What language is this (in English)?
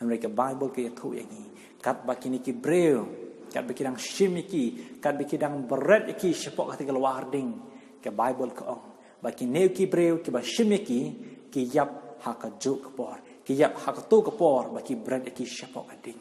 Khasi